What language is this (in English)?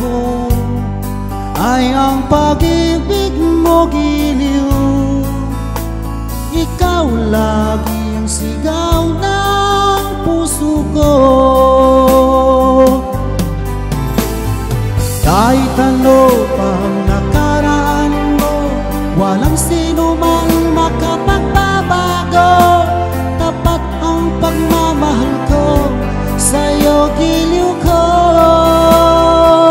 Filipino